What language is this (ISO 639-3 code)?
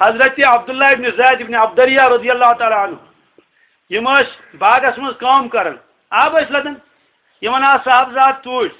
kas